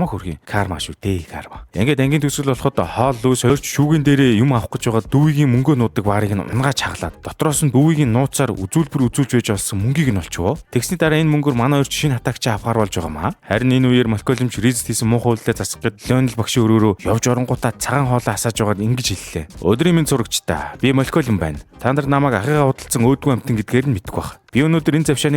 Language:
Mongolian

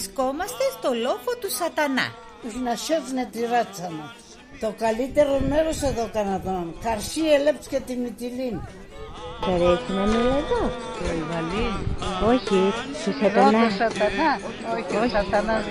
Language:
Pontic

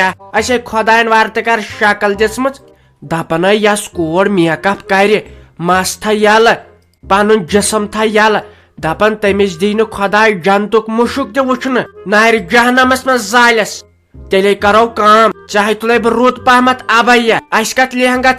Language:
Kashmiri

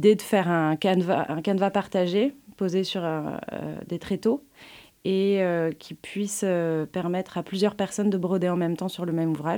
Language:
French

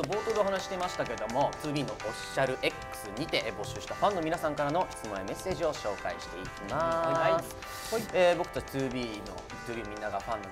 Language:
Japanese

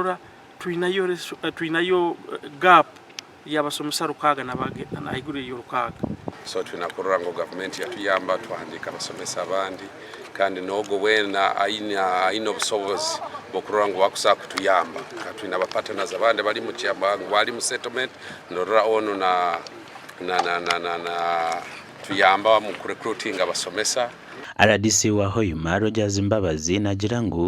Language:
Nyankole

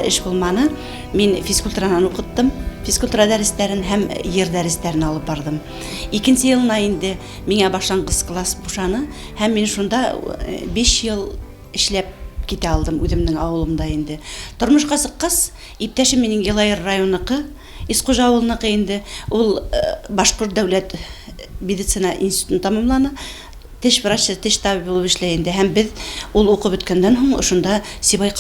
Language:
Bashkir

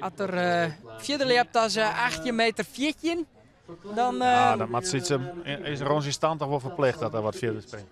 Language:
Western Frisian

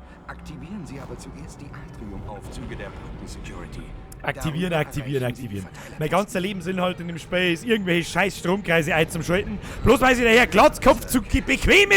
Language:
Bavarian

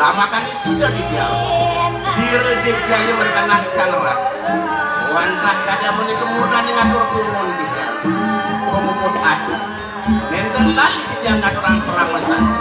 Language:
Balinese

